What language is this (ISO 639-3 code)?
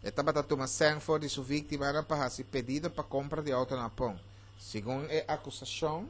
pap